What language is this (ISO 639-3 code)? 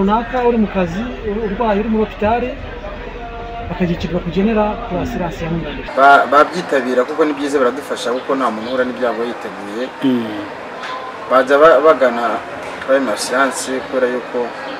kin